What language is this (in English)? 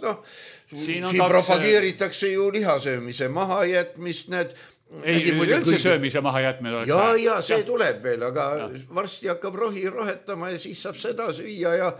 Estonian